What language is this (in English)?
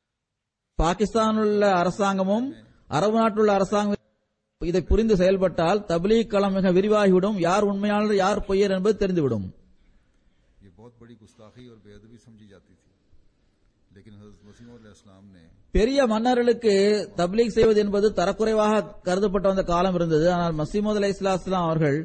Tamil